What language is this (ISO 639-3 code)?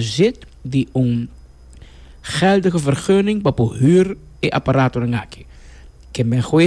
pap